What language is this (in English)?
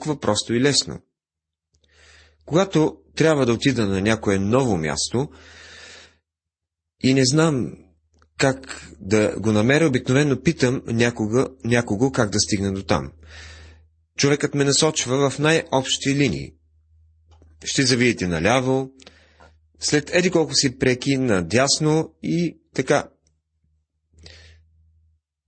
Bulgarian